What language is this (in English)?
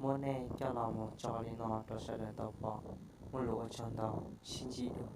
Hmong